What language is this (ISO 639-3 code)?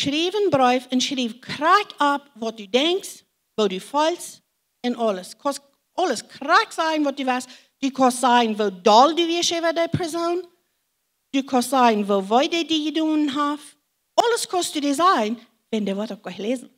pdt